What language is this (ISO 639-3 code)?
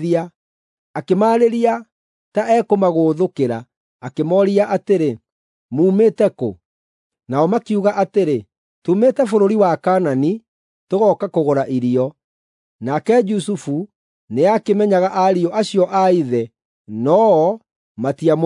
kik